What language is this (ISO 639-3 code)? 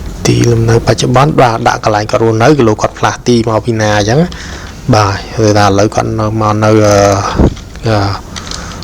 khm